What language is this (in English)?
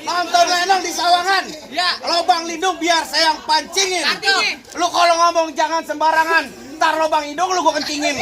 Betawi